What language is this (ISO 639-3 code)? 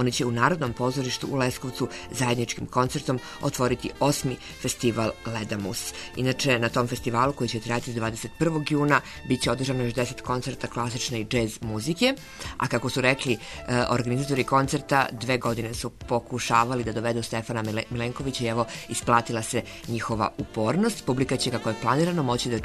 srp